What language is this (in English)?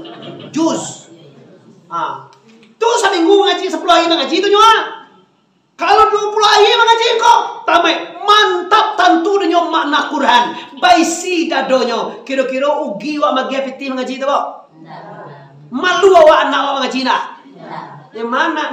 Minangkabau